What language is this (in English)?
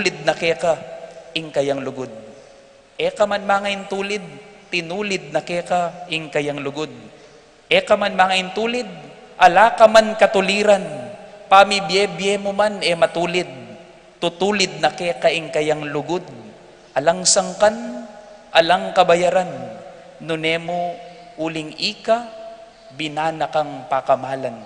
Pampanga